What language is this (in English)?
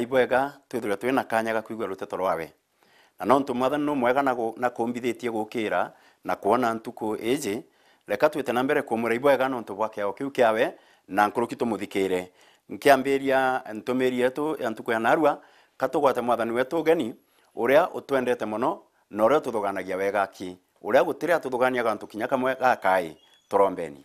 Meru